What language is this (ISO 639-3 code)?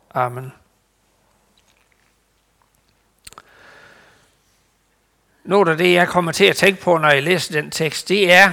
dan